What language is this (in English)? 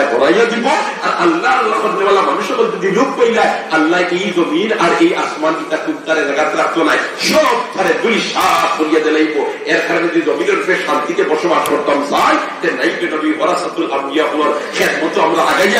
Sylheti